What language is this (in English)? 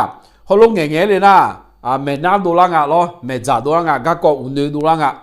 Akha